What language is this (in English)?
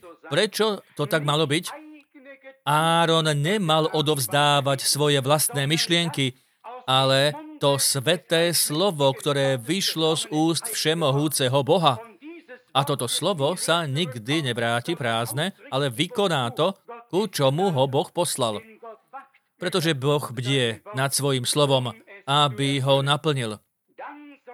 Slovak